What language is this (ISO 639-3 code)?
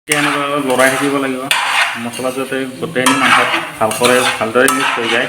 asm